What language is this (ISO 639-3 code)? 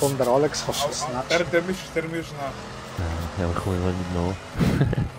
gsw